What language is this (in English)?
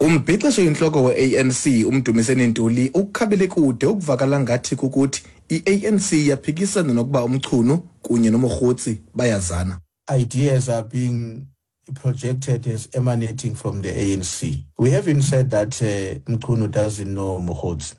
Xhosa